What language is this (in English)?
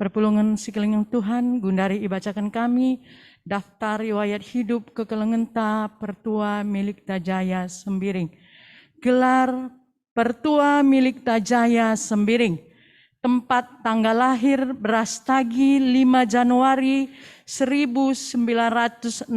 Batak Karo